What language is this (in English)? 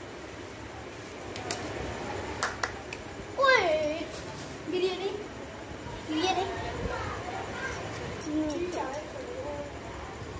Hindi